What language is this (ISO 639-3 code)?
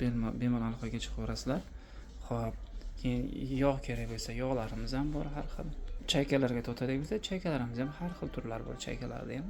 uzb